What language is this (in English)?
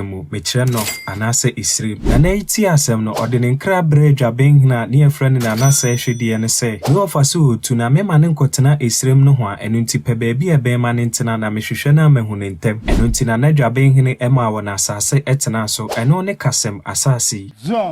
Akan